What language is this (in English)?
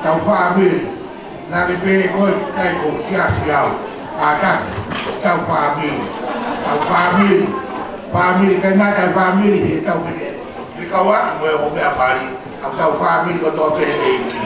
Tongan